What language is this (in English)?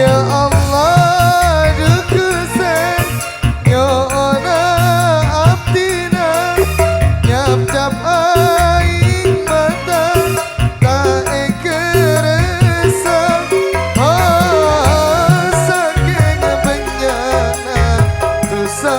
Madurese